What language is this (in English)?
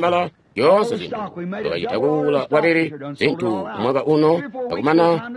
Tonga (Zambia)